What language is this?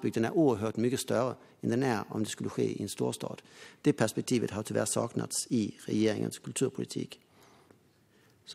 Swedish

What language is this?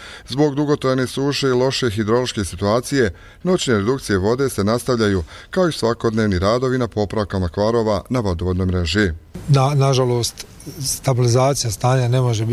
Bosnian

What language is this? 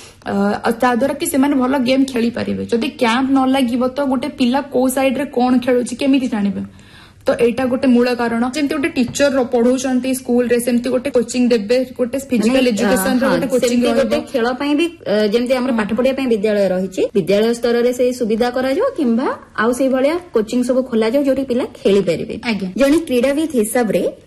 Odia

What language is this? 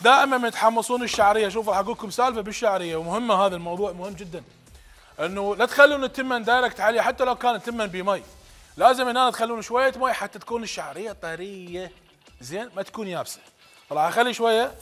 Mesopotamian Arabic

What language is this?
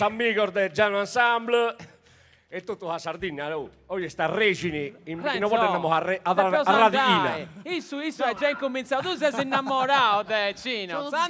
Sardinian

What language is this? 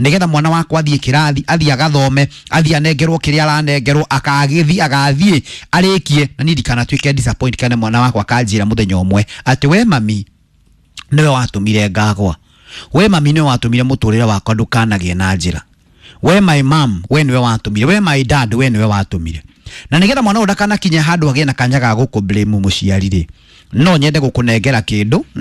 Kikuyu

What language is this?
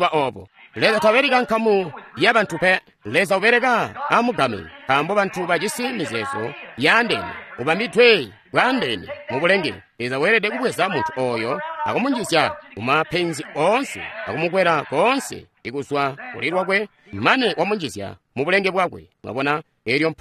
Tonga (Zambia)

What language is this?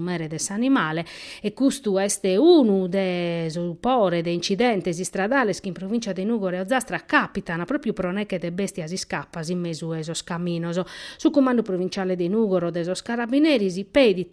Sardinian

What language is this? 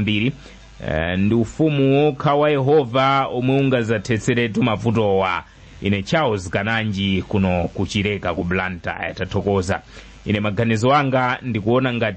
Nyanja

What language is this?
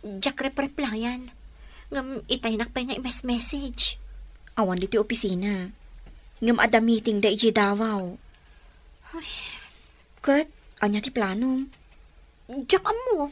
Iloko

